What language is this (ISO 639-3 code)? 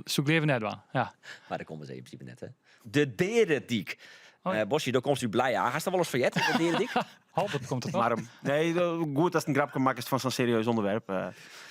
fry